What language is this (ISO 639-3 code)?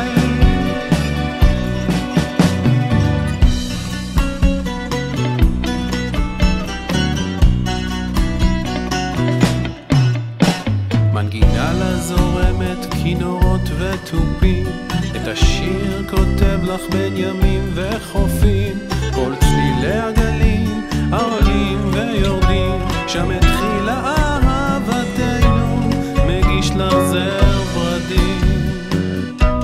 heb